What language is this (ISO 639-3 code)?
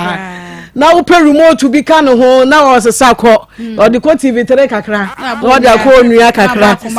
aka